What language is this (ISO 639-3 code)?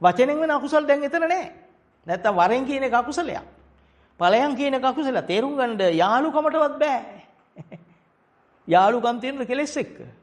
sin